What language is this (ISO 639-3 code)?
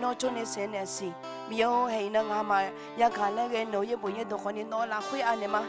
ahk